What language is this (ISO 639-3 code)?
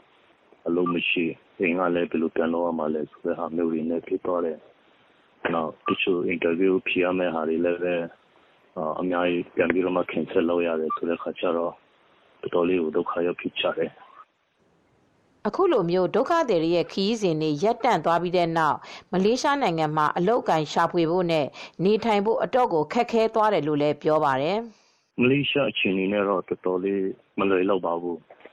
mya